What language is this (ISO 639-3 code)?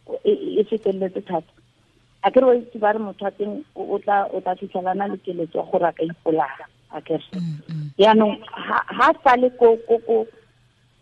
tsn